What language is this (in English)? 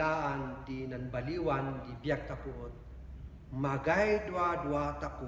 Kankanaey